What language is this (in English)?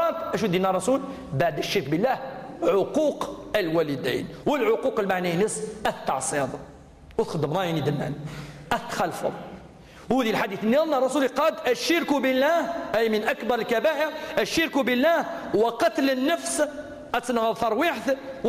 Kabyle